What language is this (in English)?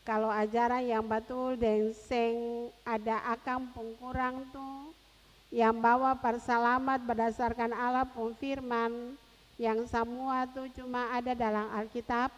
Ambonese Malay